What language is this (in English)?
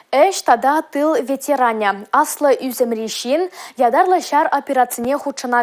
Chuvash